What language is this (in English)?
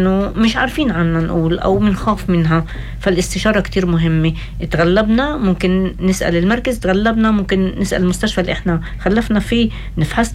North Levantine Arabic